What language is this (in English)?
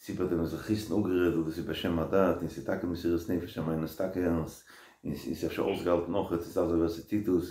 Yiddish